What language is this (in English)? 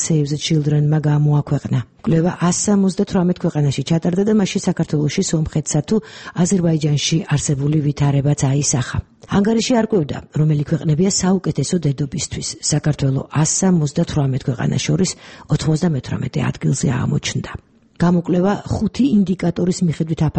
Georgian